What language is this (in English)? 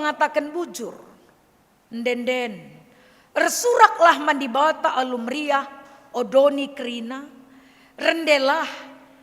Batak Karo